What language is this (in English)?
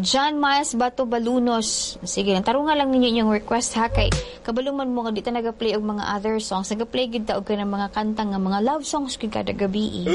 Cebuano